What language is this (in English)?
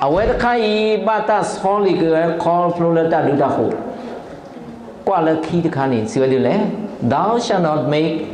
S'gaw Karen